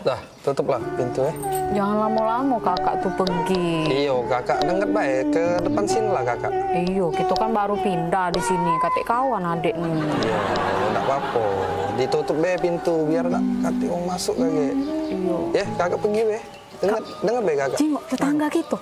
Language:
Musi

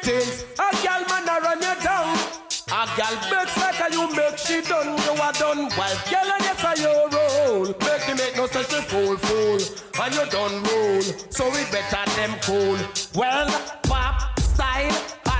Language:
Jamaican Creole English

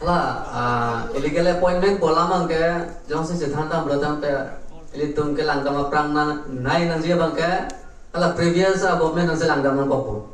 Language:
Karbi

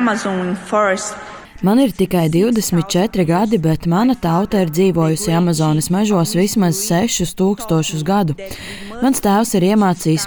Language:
Latvian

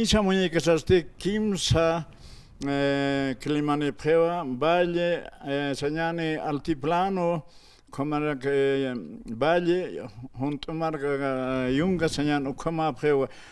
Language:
Aymara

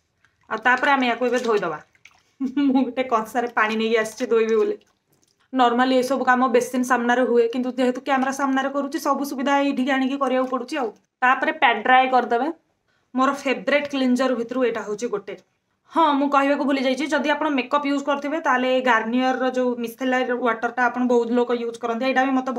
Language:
Odia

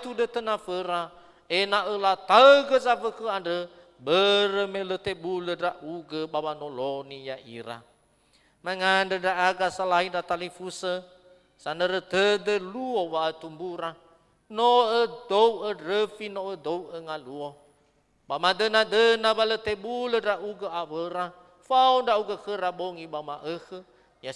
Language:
Nias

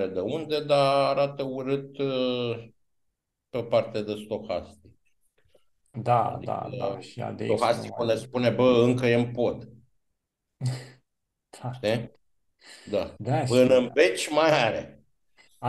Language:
Romanian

